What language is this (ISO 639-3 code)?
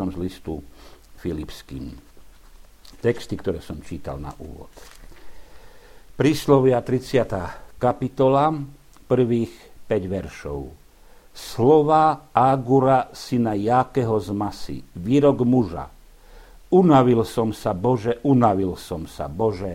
slk